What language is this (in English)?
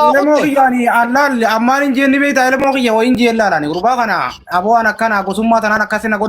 Oromo